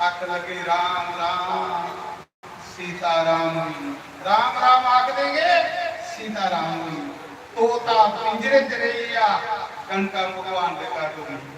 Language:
Dogri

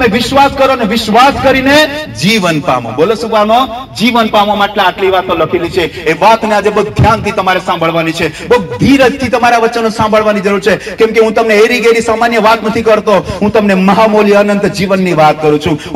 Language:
Gujarati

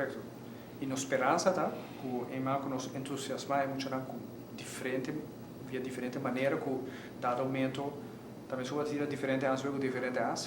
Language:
Papiamento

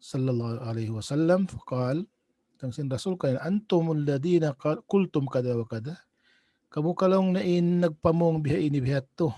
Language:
Tausug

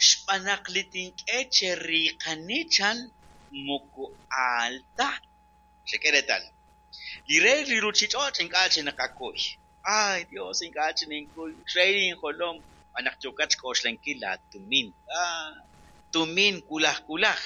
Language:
Kekchí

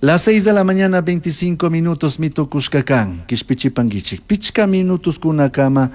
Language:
Chimborazo Highland Quichua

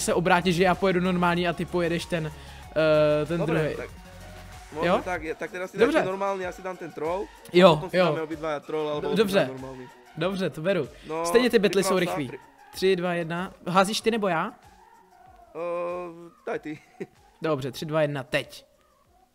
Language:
Czech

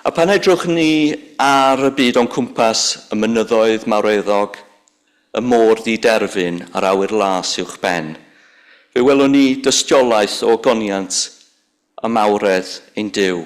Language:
Welsh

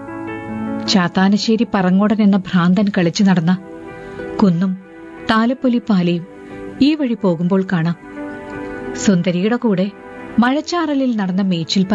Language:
Malayalam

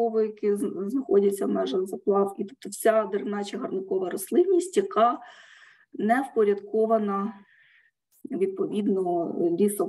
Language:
Ukrainian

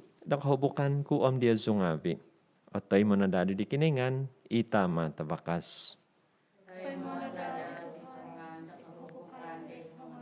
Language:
Central Dusun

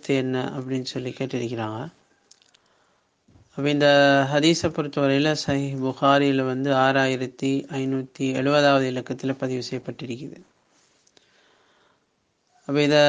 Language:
Tamil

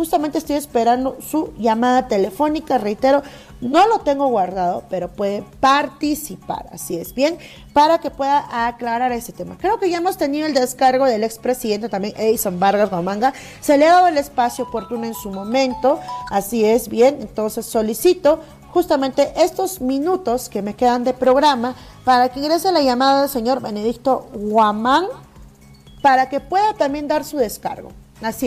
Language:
Spanish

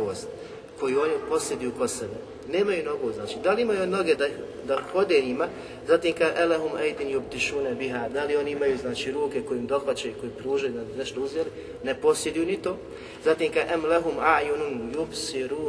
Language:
Bosnian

